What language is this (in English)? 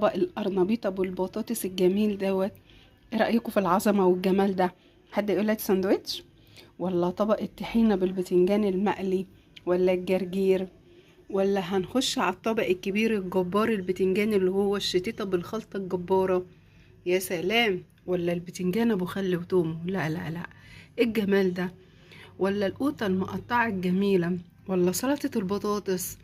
Egyptian Arabic